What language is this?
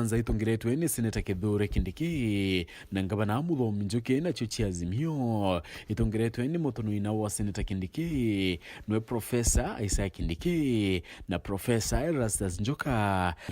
Meru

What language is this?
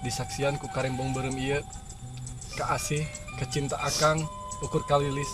Sundanese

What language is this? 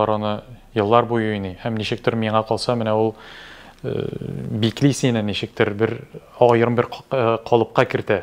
Tatar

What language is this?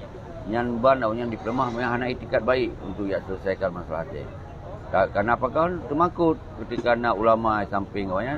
Achinese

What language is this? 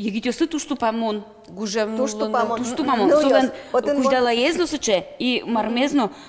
Udmurt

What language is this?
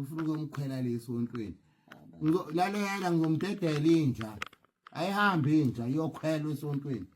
Zulu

